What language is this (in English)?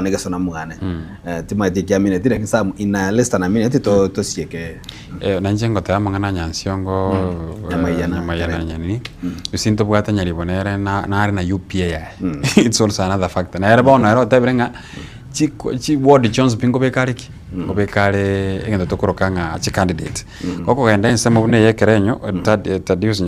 Gusii